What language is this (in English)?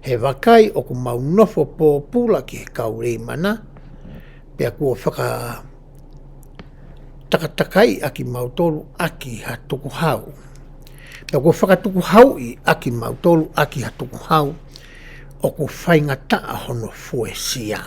Tongan